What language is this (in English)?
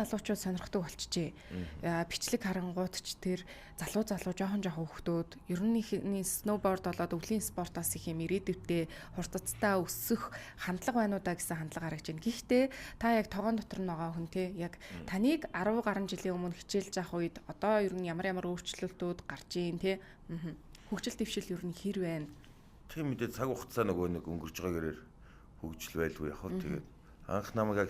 Mongolian